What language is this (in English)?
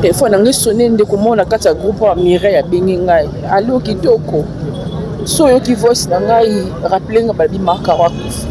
Lingala